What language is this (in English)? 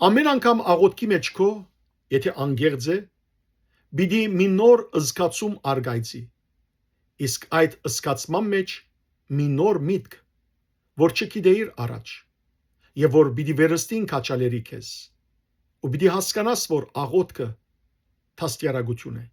Western Armenian